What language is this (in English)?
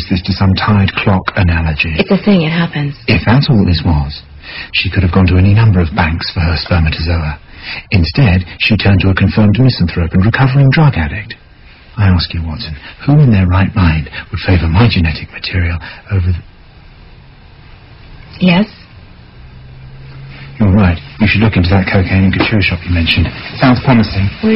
English